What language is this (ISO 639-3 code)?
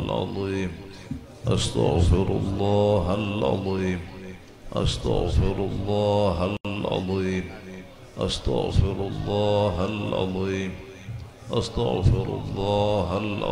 mal